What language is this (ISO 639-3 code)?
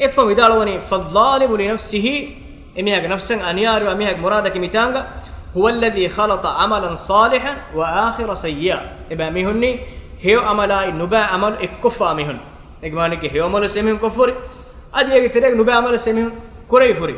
div